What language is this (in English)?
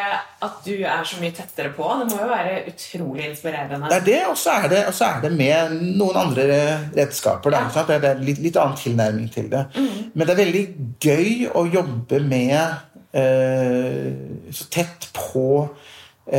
Norwegian